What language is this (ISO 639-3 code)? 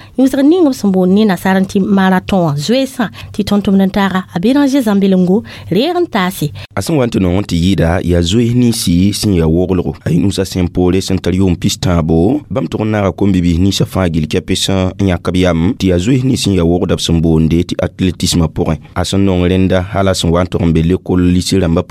mos